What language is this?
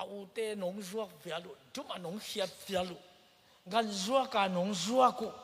Tedim Chin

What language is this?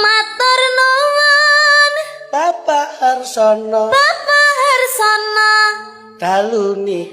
Javanese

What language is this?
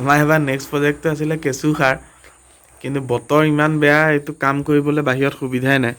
Assamese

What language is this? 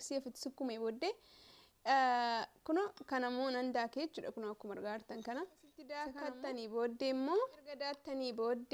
Oromo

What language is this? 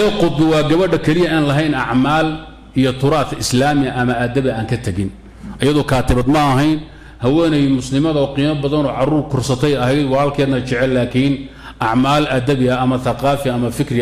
Somali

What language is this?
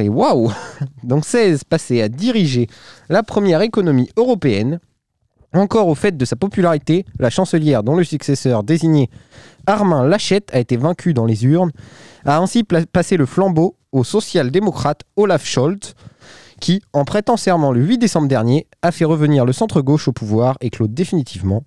French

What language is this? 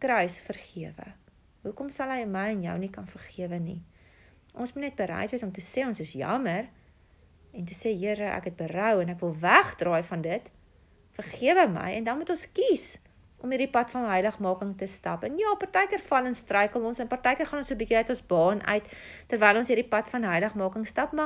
Afrikaans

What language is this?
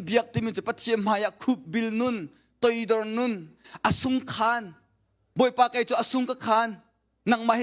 Hakha Chin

